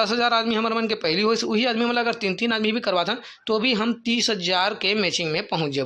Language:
Chhattisgarhi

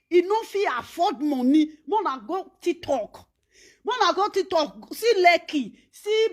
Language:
Nigerian Pidgin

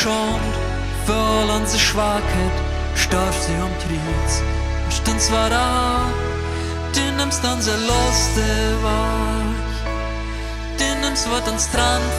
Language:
Plautdietsch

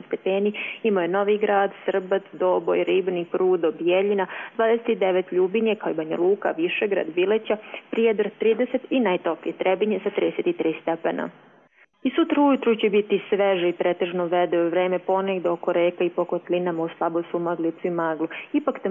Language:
Bosnian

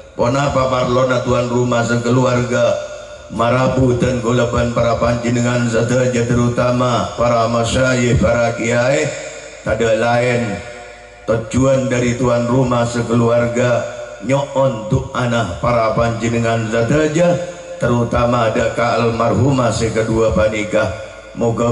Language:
Madurese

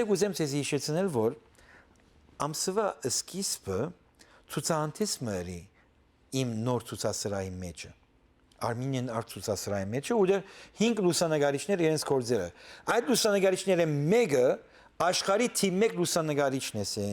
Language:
Western Armenian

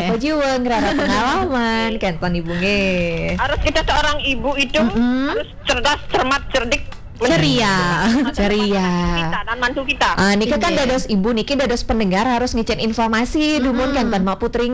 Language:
Balinese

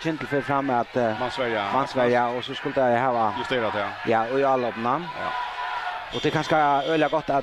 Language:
Faroese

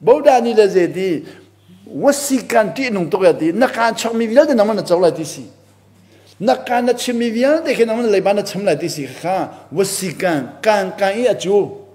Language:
Hakha Chin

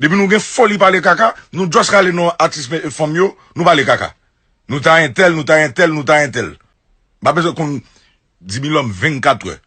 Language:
Haitian Creole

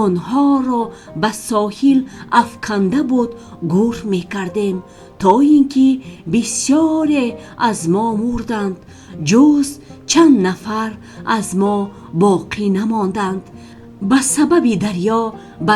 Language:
Tajik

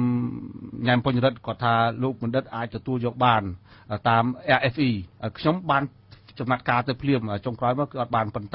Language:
Khmer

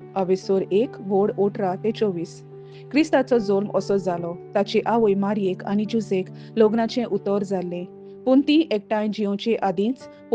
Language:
Konkani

